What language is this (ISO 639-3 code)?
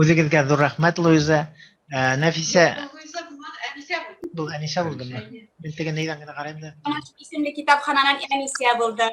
bak